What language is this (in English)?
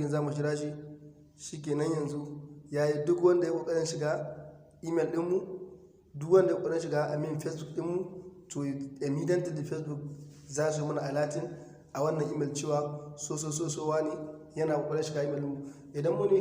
Hausa